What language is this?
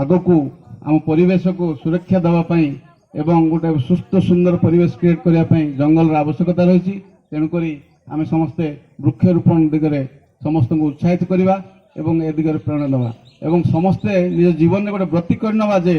Odia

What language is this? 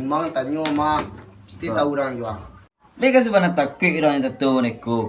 Minangkabau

